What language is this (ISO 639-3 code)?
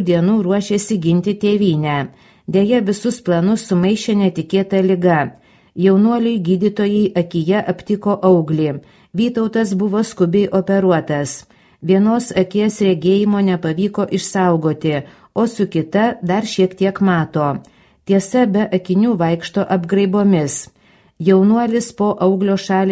lit